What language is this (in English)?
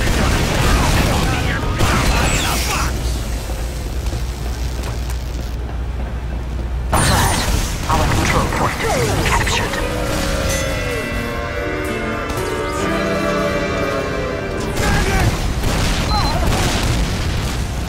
English